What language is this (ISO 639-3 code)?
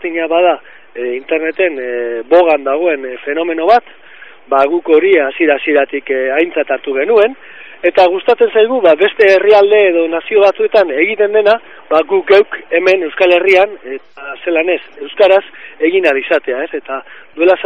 eus